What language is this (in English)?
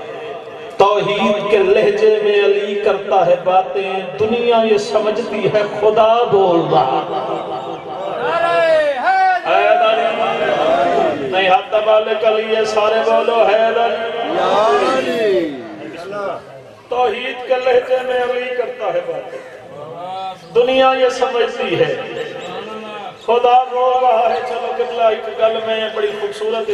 Urdu